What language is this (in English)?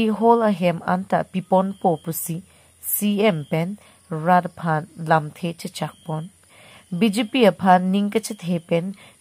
Karbi